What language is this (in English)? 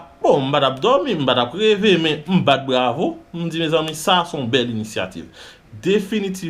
Haitian Creole